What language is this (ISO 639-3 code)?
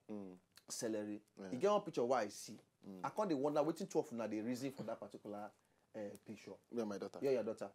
pcm